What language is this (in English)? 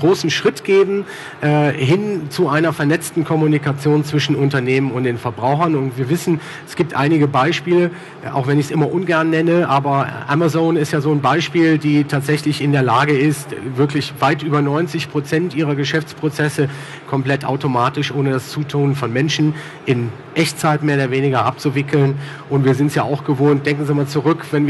German